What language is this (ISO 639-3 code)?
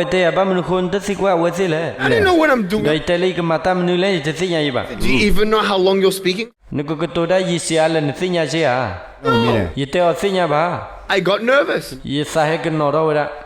ksw